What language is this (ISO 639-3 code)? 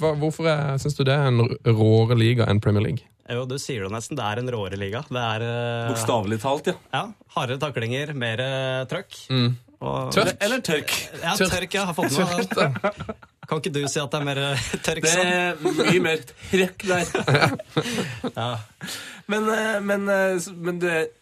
nor